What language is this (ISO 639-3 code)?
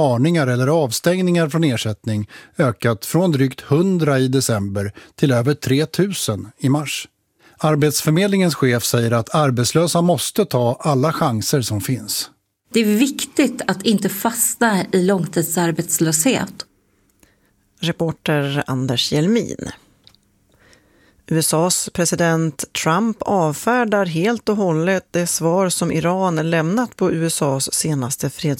swe